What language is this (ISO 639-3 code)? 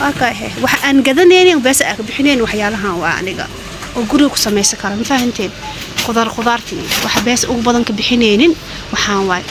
som